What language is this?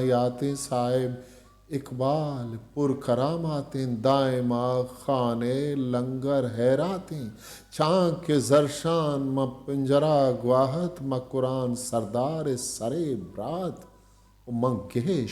Eastern Balochi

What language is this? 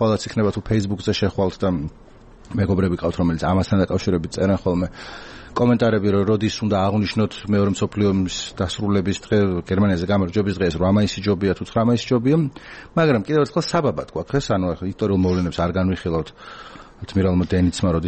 Georgian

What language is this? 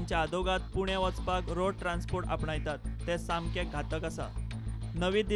Konkani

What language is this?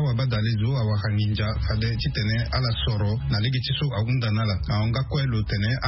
Sango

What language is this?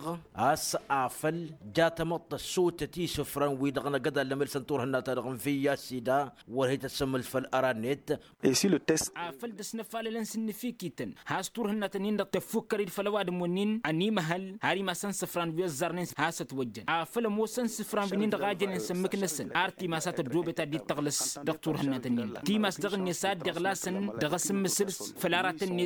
Tamasheq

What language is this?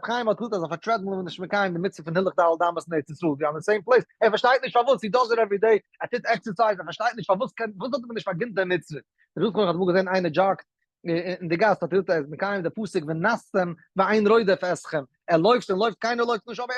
Yiddish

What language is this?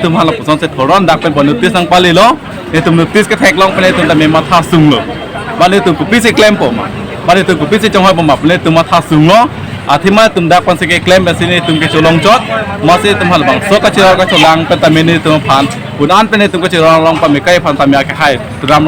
Karbi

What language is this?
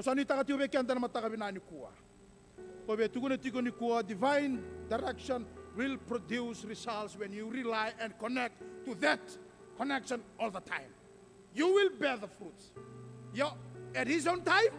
Fijian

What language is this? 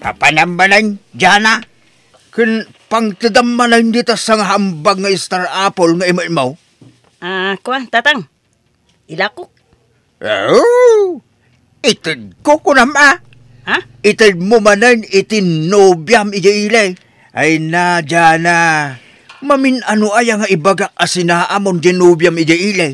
Iloko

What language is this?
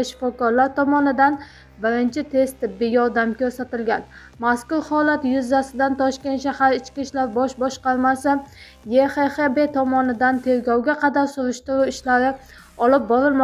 Uzbek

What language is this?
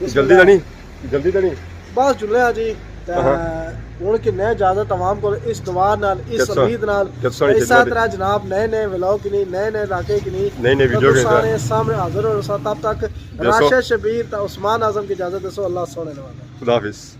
Pahari-Potwari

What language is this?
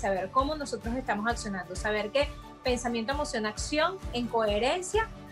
Spanish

